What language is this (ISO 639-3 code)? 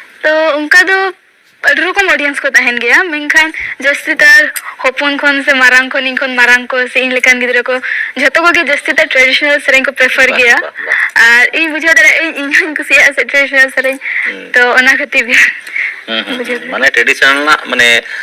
sat